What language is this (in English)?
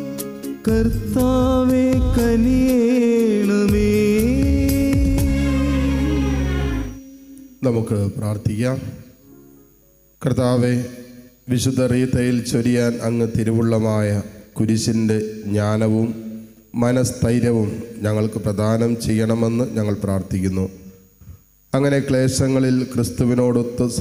Malayalam